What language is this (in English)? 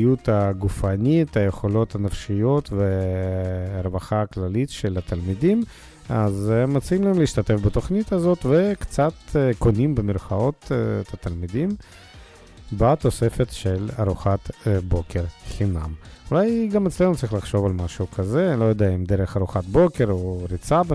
Hebrew